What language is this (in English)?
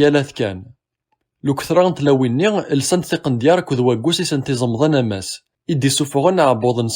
Kabyle